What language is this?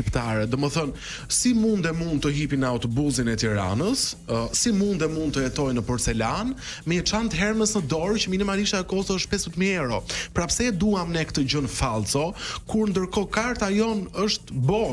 Albanian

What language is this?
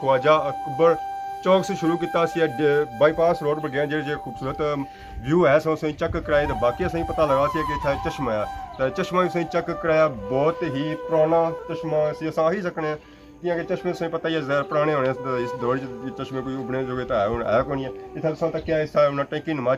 Pahari-Potwari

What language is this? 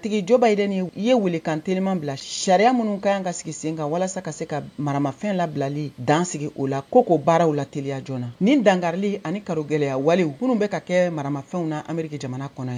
Bambara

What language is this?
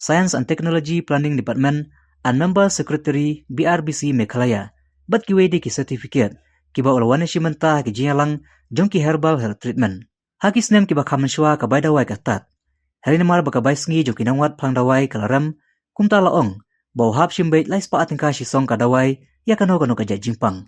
Khasi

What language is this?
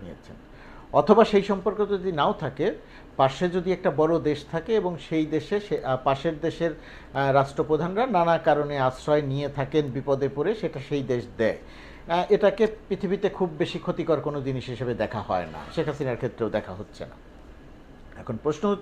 Bangla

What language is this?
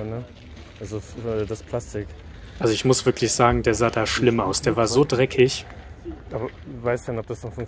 German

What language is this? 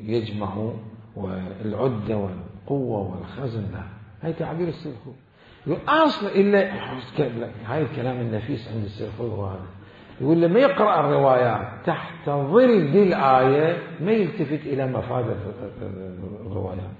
Mesopotamian Arabic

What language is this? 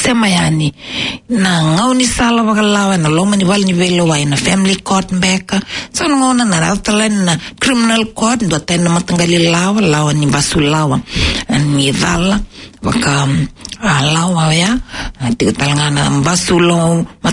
Fijian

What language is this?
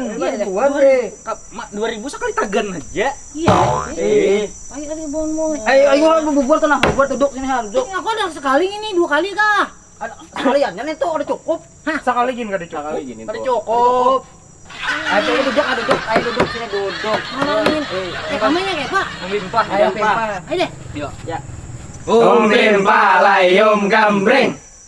Banjar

